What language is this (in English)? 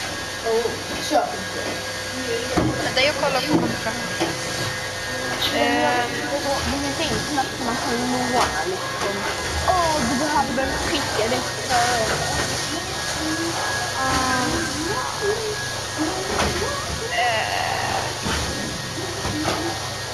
Swedish